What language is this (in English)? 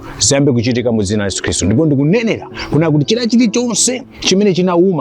Nyanja